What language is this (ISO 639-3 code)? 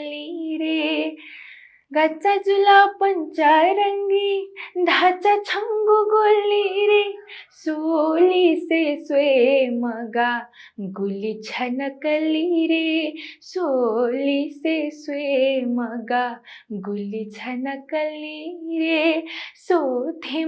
new